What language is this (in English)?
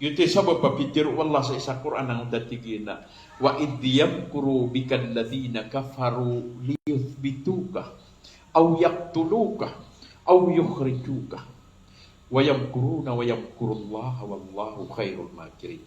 Maranao